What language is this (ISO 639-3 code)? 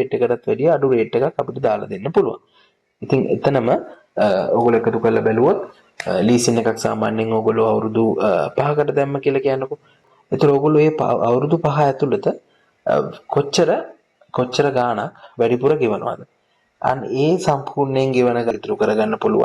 sin